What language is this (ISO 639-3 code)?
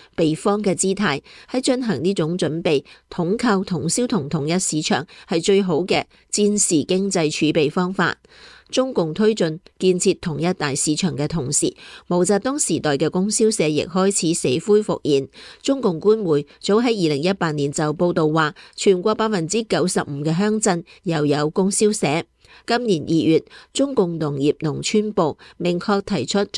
yue